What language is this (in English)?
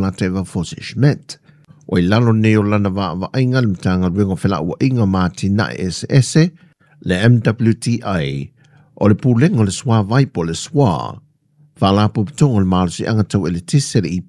Samoan